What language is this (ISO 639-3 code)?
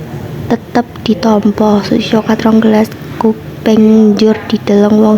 jav